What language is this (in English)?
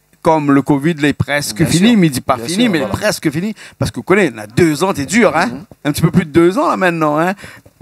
Réunion Creole French